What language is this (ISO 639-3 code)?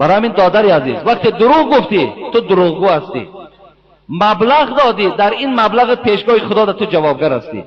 tgk